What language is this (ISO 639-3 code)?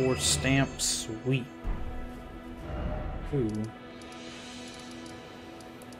eng